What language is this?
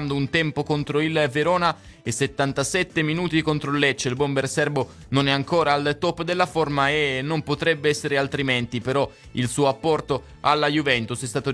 Italian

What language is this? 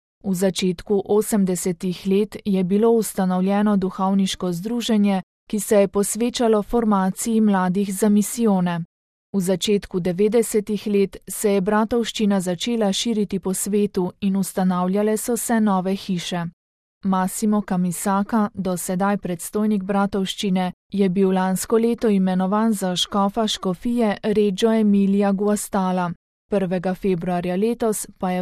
Slovenian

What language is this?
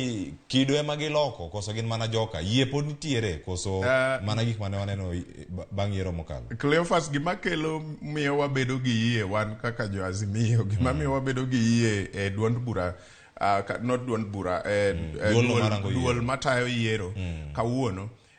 Luo (Kenya and Tanzania)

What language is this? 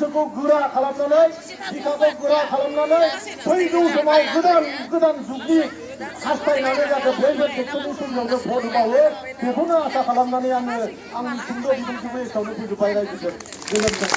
Bodo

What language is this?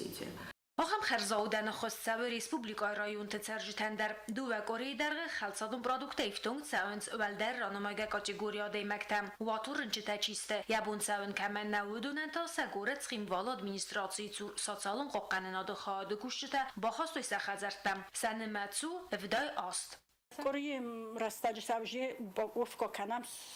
Ossetic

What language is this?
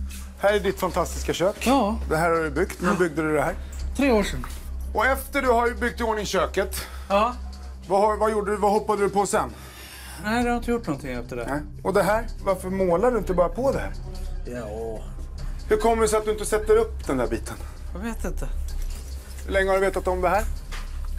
Swedish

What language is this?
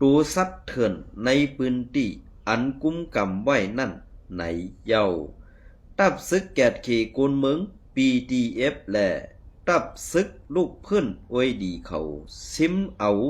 Shan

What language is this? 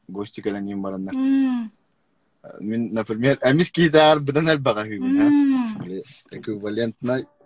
Yakut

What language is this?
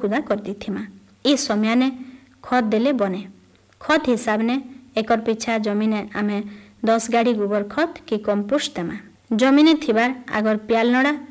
Odia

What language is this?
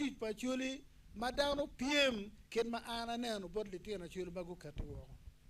Acoli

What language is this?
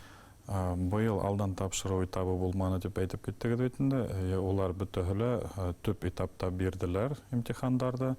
Bashkir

